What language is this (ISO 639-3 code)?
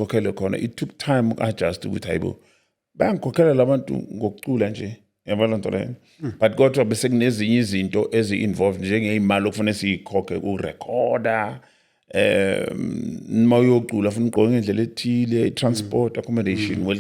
zul